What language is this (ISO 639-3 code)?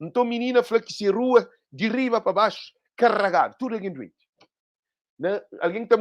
kea